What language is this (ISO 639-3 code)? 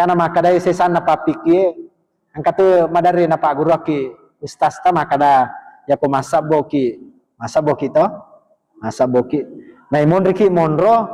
bug